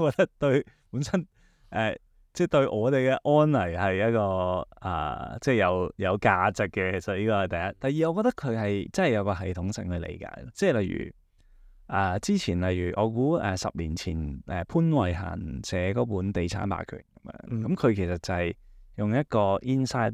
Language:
Cantonese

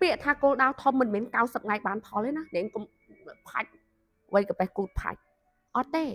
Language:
Khmer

